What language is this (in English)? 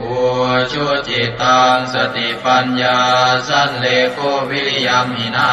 Pali